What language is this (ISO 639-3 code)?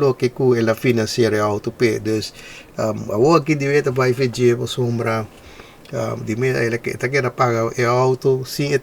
pap